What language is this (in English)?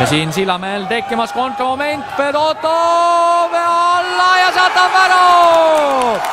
Estonian